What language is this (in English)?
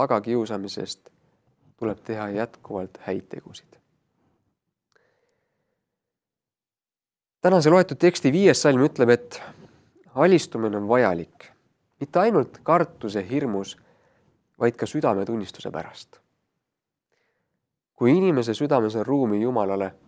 Estonian